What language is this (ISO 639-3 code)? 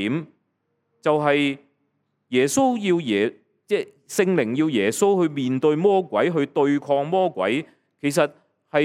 yue